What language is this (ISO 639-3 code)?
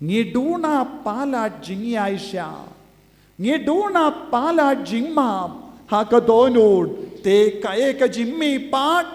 kha